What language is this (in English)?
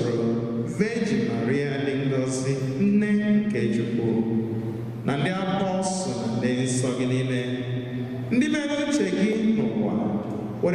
Igbo